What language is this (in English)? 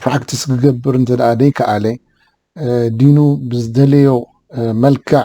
Tigrinya